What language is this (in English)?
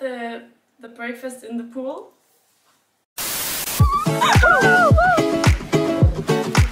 Danish